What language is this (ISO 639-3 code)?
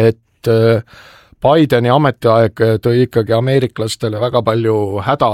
est